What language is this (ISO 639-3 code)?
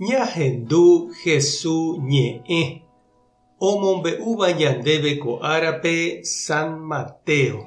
grn